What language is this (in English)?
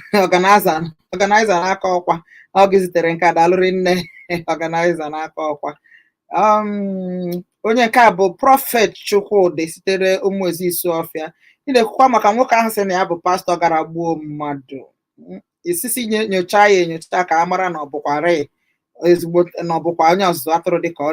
Igbo